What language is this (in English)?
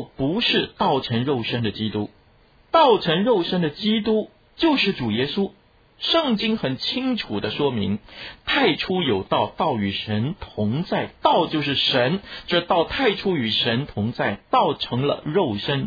Chinese